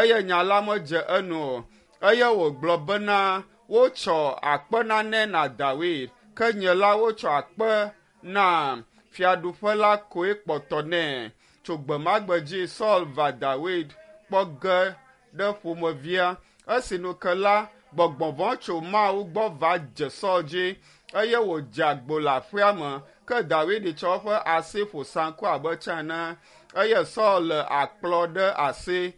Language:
Ewe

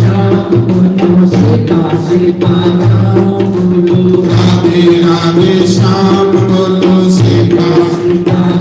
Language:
Dogri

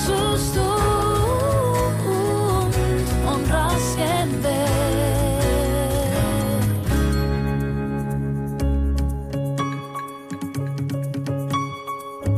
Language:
Estonian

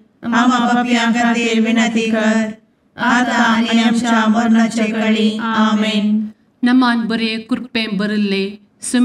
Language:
Konkani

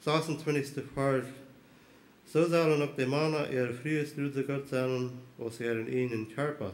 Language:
Plautdietsch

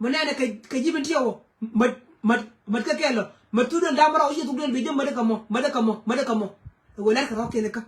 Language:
Nuer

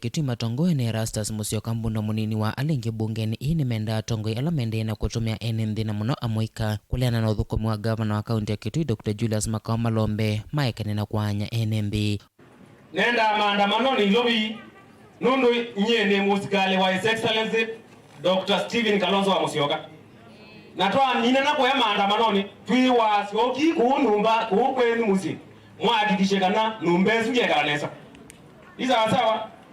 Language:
Kamba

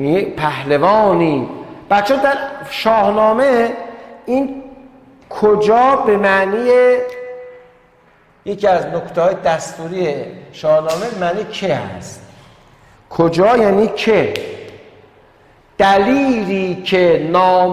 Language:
Persian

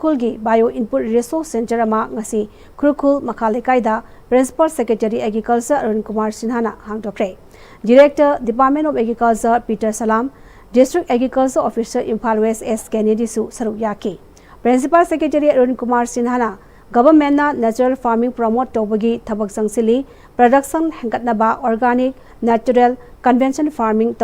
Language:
Manipuri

